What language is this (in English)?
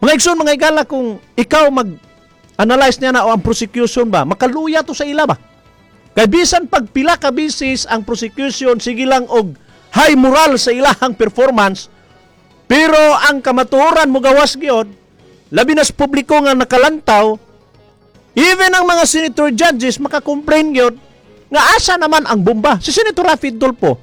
Cebuano